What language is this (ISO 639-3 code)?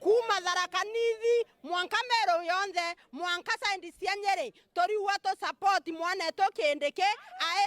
mer